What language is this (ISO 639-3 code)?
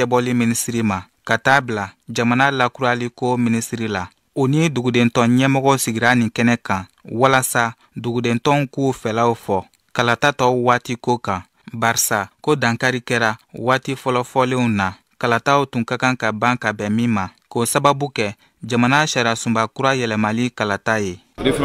bam